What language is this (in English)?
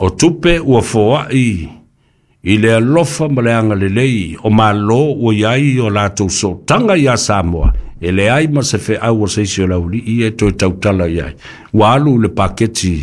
Samoan